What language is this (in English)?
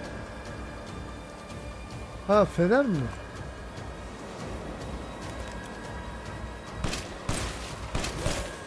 Turkish